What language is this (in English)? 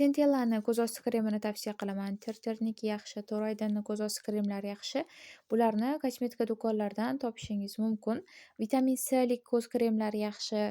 Uzbek